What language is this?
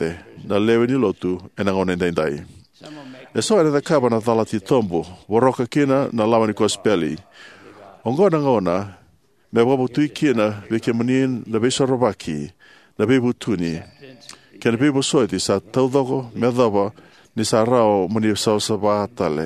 Fijian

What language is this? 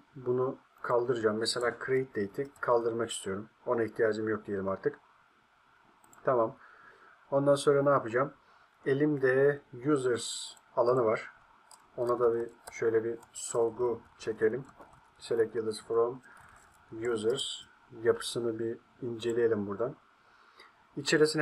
Turkish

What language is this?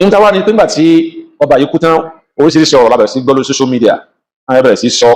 Yoruba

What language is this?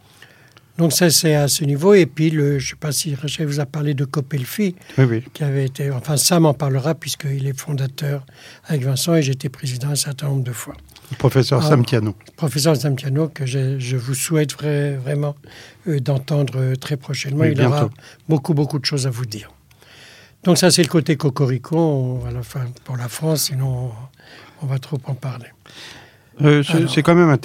French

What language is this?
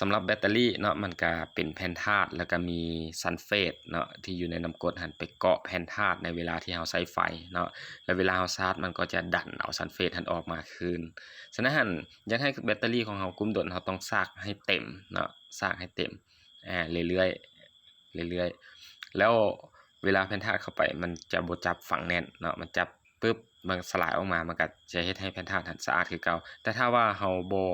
Lao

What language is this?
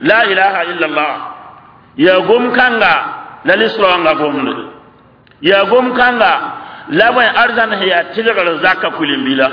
Mossi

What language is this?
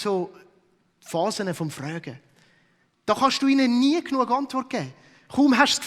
Swiss German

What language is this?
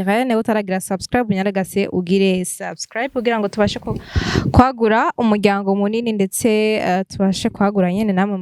Rundi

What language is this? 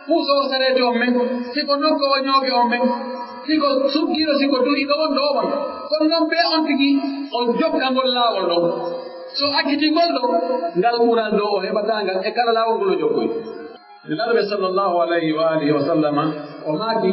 Pular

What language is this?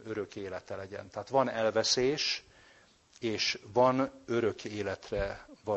Hungarian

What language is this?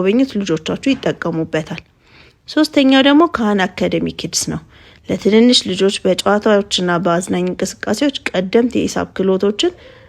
Amharic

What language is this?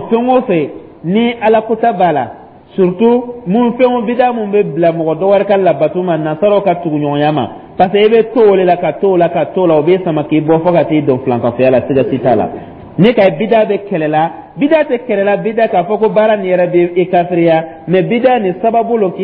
Dyula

